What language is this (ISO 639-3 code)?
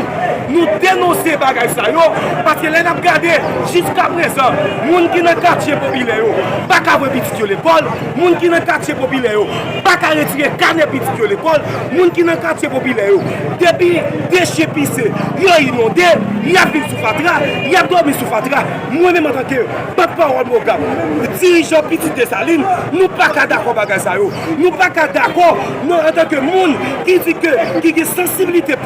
hat